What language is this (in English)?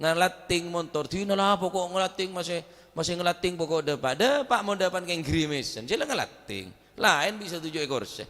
Madurese